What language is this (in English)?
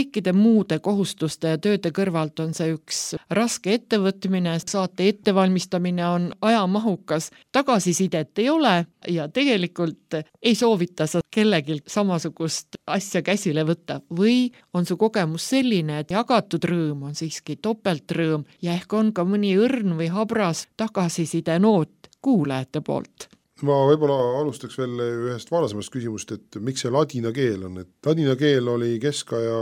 Estonian